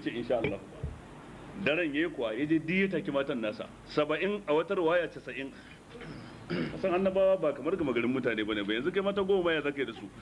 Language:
Hausa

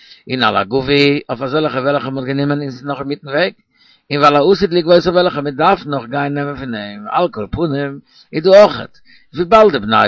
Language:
Yiddish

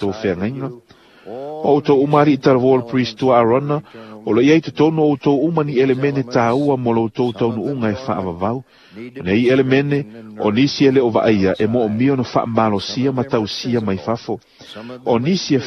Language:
Samoan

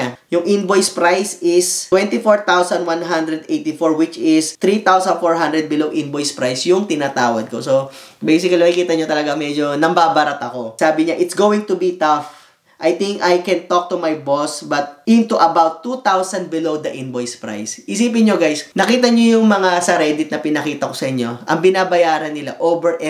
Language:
Filipino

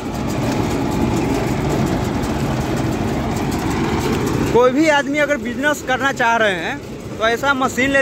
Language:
Hindi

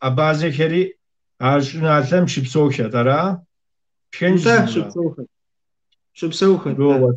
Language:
Kabardian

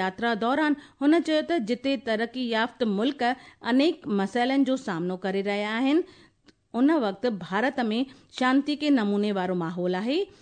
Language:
Sindhi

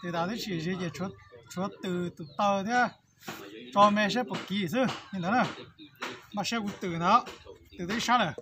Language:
Hmong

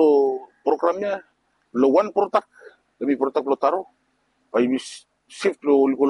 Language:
Bislama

